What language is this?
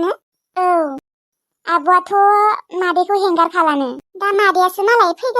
Bodo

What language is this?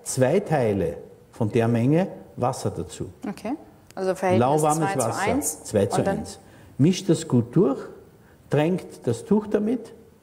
German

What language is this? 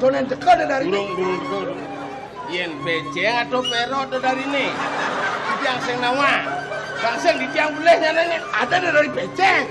Balinese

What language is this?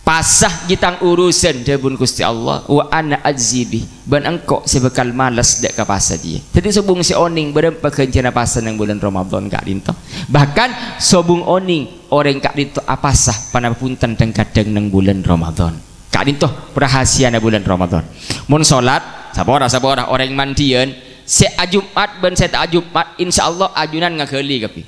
Madurese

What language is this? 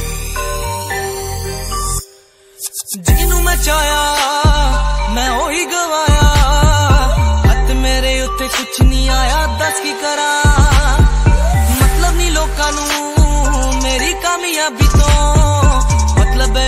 Bangla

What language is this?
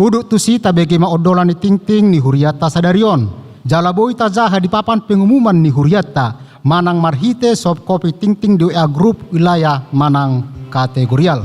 Batak Toba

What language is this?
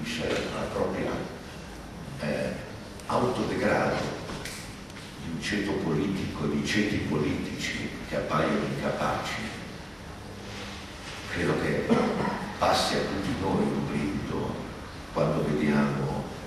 Italian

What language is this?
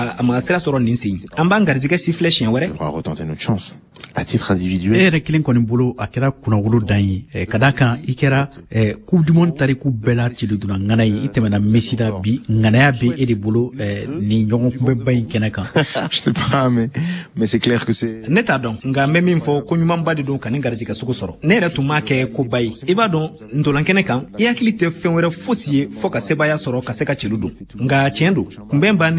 Bambara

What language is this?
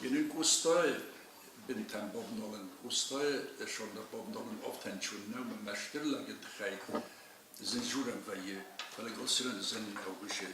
Ossetic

